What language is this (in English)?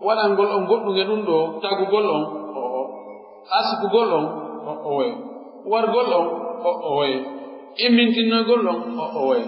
Pular